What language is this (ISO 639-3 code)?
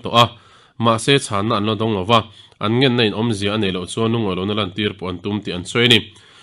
lus